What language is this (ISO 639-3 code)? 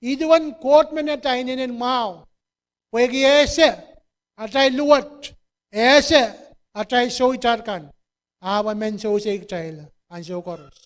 pon